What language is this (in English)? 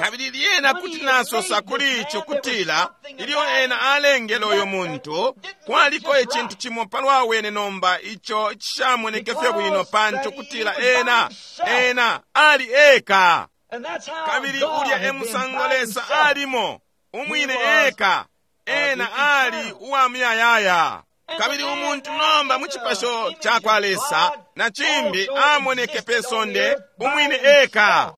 Bemba